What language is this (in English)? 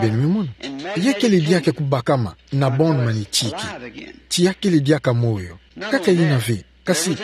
Kituba (Democratic Republic of Congo)